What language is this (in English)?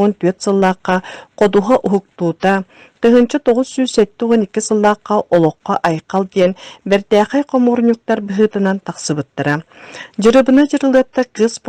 Yakut